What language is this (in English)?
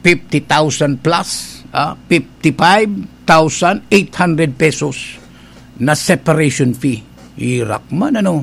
Bikol